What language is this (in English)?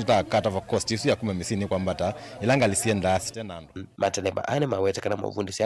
Kamba